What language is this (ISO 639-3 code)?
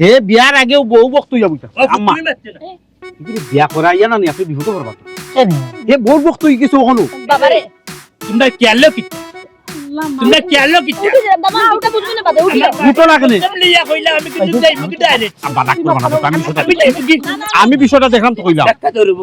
syl